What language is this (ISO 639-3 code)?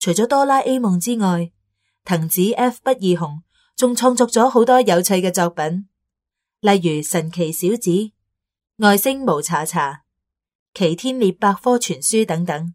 yue